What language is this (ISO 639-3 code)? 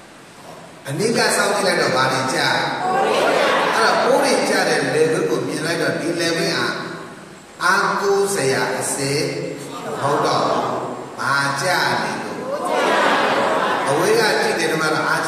mya